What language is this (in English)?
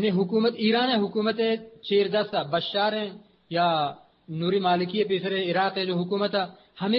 Eastern Balochi